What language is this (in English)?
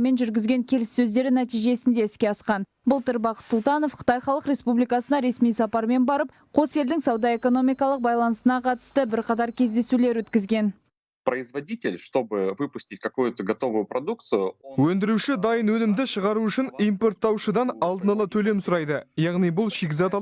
Kazakh